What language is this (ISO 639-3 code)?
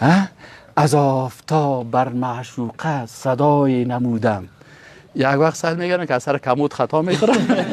fas